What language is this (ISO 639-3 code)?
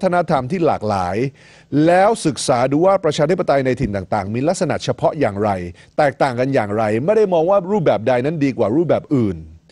tha